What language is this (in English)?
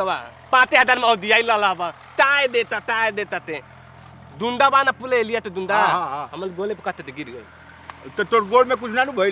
Bhojpuri